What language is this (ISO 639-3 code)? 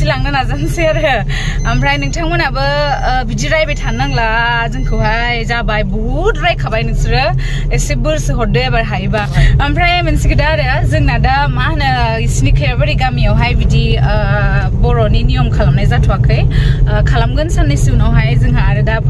brx